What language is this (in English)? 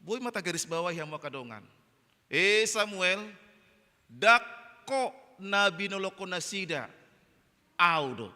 Batak Toba